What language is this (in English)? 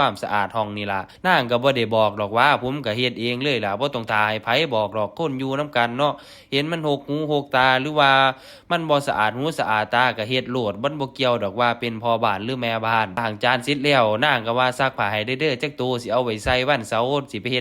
Northeastern Thai